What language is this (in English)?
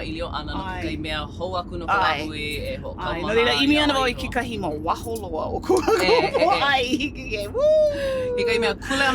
Hawaiian